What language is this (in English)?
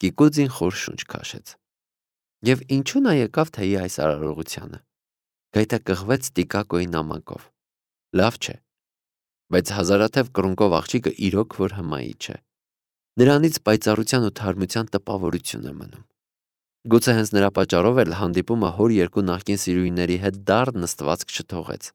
Armenian